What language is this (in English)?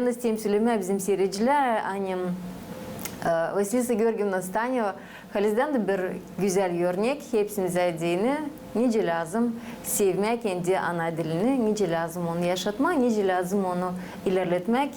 Gagauz